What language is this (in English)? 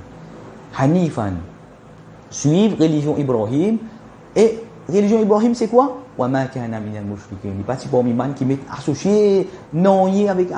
Morisyen